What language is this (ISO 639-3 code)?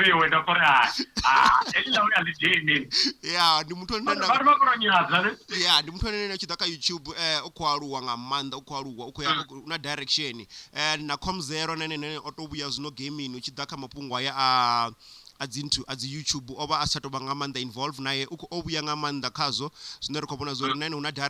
ven